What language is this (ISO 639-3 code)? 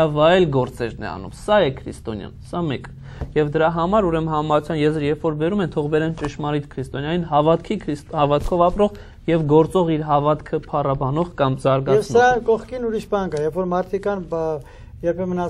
hye